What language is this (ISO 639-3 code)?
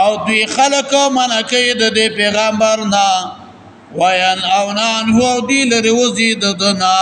pus